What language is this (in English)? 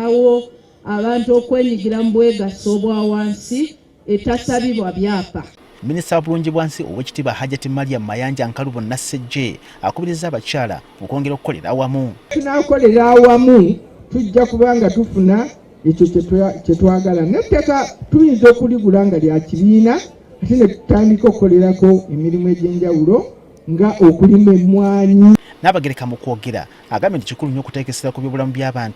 Ganda